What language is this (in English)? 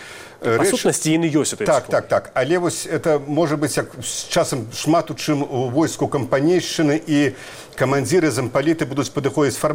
Belarusian